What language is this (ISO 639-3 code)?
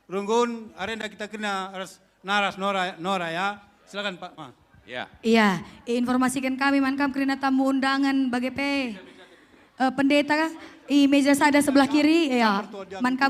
btx